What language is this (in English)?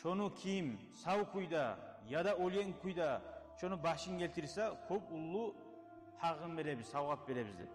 Kumyk